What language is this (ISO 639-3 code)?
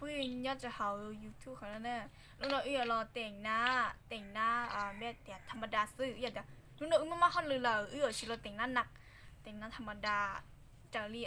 hmn